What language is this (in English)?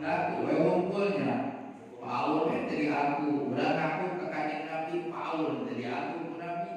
Sundanese